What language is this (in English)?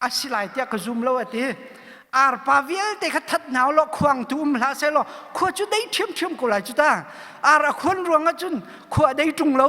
Hakha Chin